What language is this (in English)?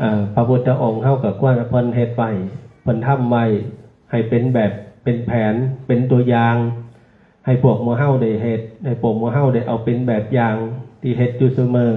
Northeastern Thai